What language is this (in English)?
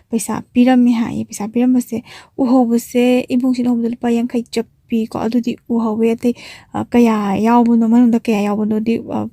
Manipuri